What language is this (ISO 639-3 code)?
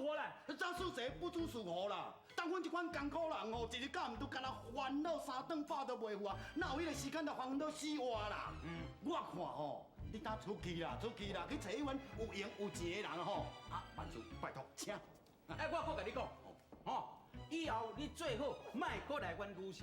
nan